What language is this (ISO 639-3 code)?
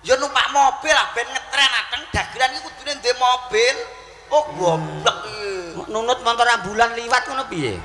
jav